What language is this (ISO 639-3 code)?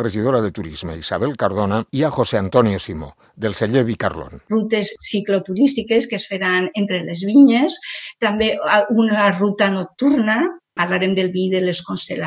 cat